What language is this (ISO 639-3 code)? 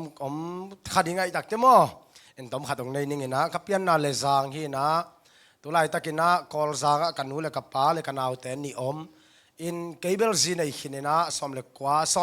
ctd